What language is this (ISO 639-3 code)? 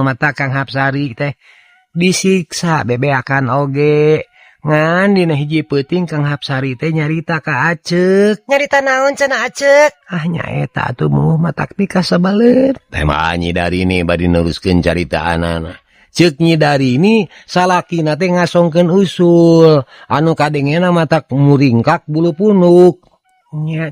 sun